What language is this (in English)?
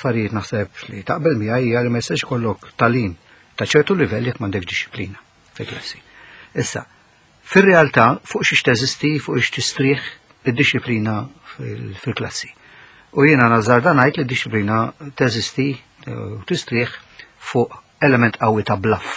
Maltese